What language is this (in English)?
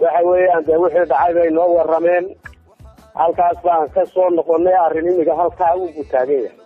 Somali